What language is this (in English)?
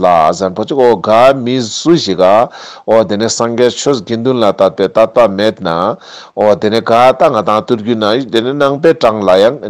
Ladakhi